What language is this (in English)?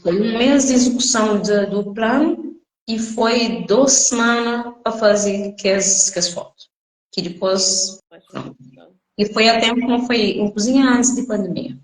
Kabuverdianu